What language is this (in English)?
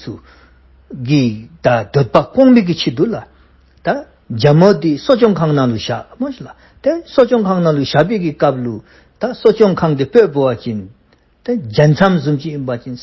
Dzongkha